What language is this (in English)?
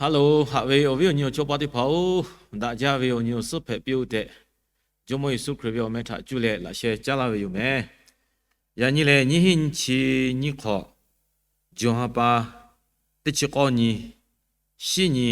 Lahu